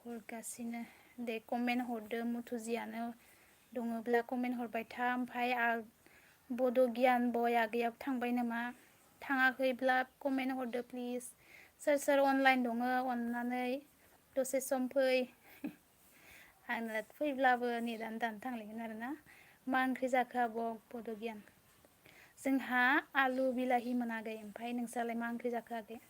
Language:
Bodo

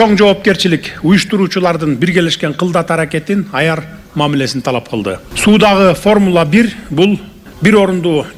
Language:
Kyrgyz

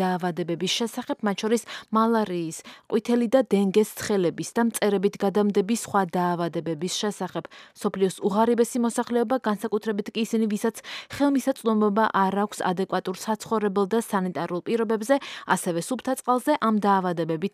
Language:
Georgian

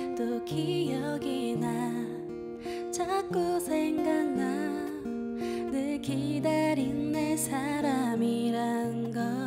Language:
Korean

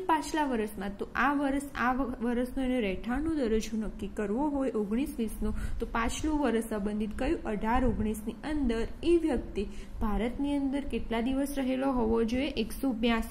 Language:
Gujarati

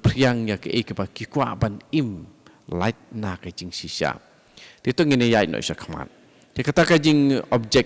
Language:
Khasi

